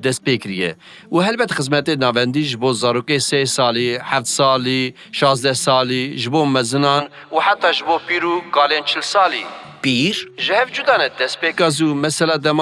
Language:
Kurdish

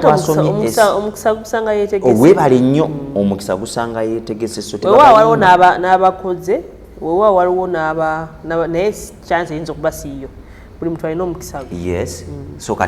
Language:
Ganda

